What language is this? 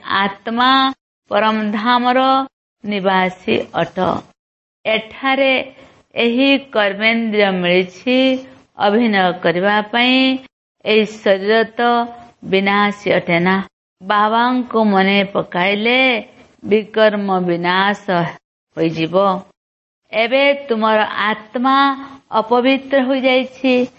Odia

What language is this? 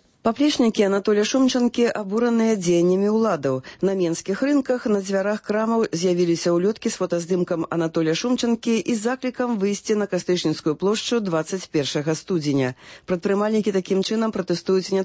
Belarusian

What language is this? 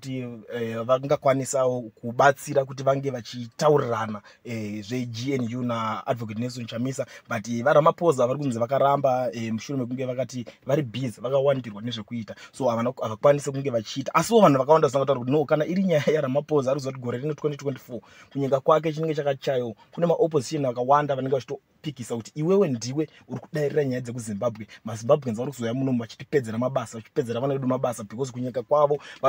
Shona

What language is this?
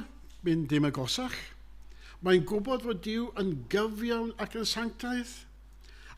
Welsh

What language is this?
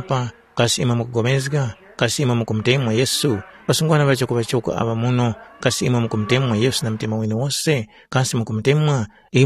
Tumbuka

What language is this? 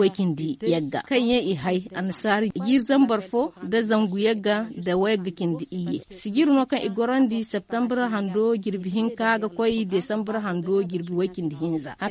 Zarma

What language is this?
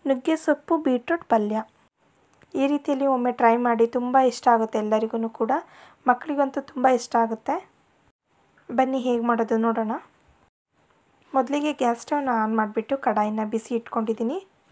Kannada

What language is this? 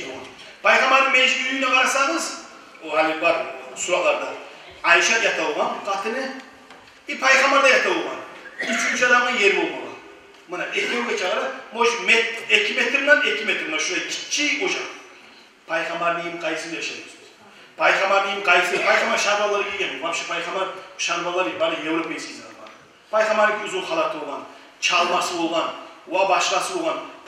Kumyk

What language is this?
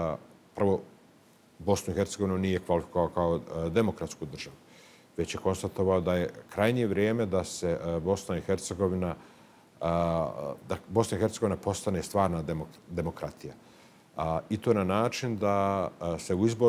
Bosnian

